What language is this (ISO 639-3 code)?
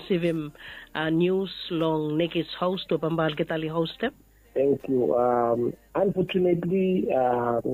bis